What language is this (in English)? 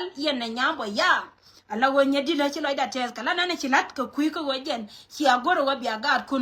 Nuer